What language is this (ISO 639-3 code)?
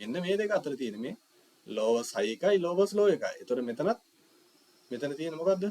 sin